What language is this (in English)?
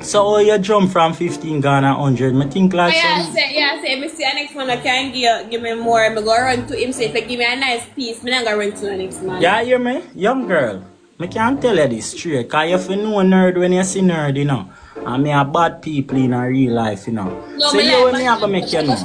Jamaican Creole English